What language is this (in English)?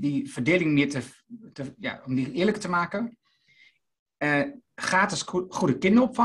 Dutch